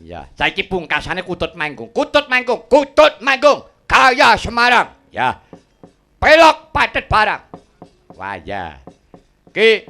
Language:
Javanese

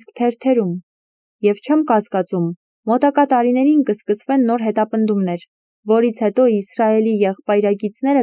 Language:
Armenian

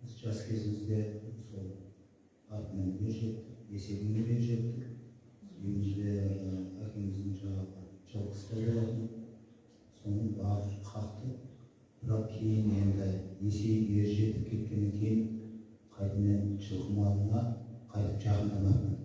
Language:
Kazakh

